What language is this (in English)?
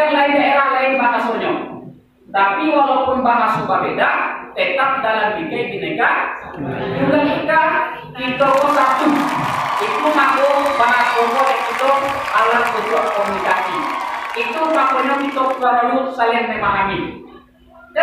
Minangkabau